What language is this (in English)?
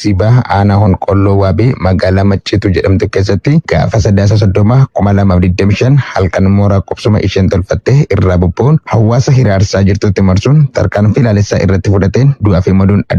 Oromo